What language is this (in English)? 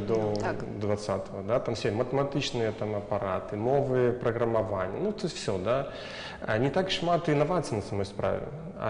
Belarusian